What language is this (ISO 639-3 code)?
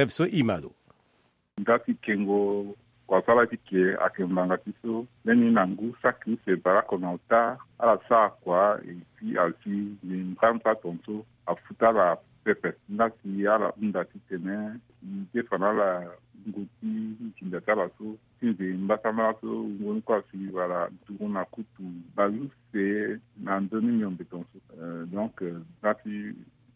sag